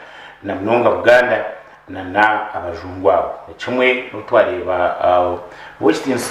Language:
Nyankole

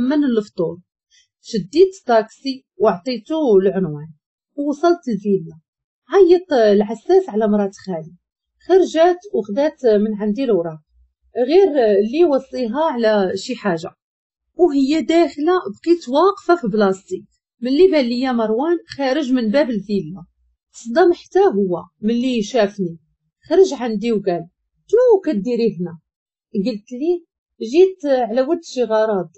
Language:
Moroccan Arabic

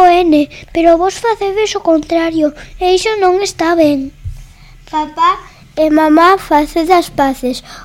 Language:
Galician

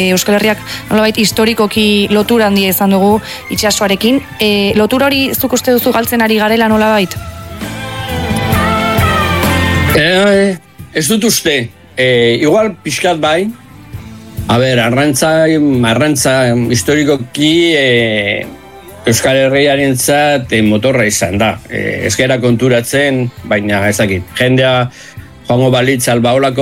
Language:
Basque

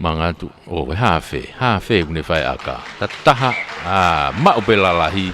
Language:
Tongan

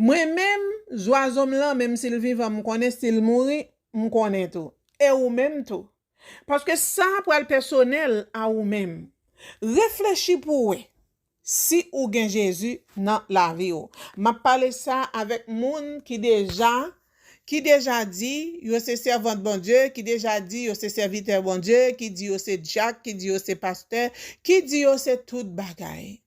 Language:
Haitian Creole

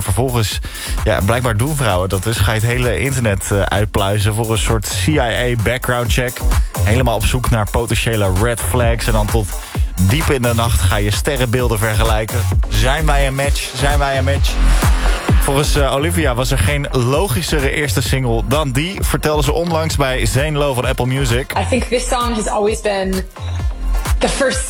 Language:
Dutch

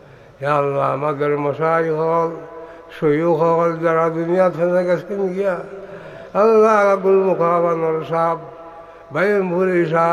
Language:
Sylheti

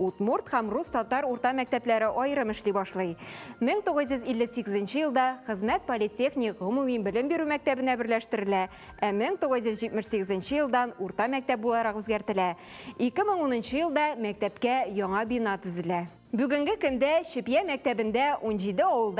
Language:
Tatar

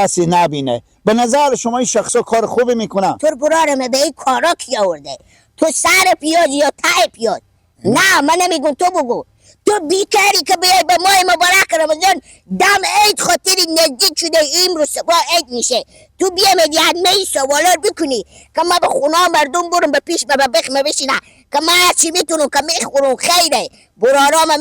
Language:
Persian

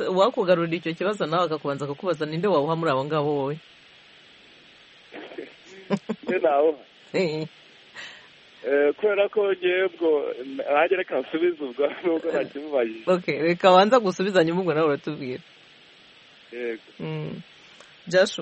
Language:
Kinyarwanda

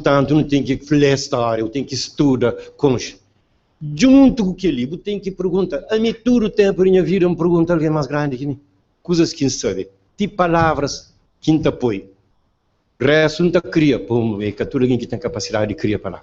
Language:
Kabuverdianu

